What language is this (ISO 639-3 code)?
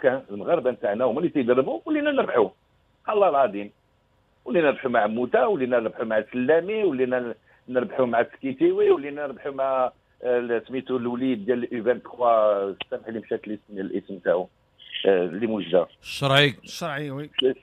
ary